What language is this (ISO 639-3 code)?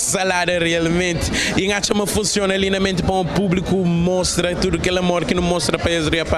kea